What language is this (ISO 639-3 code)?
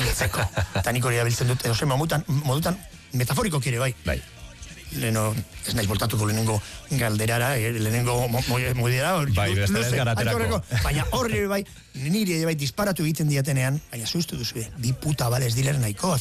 eus